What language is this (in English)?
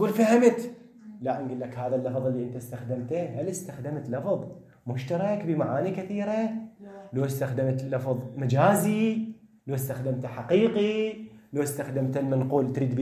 Mesopotamian Arabic